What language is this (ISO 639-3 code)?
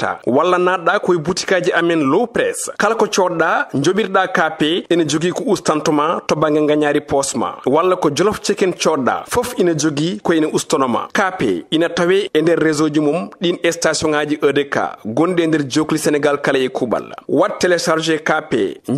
ful